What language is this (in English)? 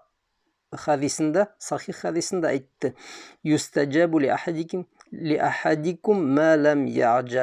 Bashkir